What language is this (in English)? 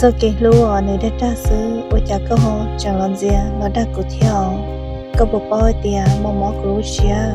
Hmong